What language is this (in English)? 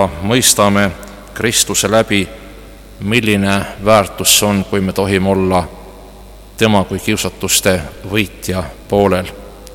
Estonian